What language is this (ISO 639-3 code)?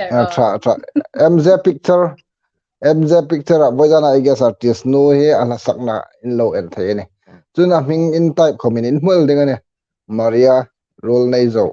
hmr